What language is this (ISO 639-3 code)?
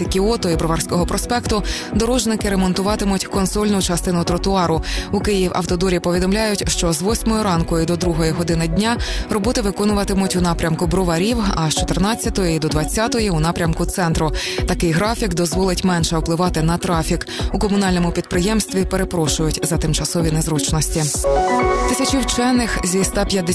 ukr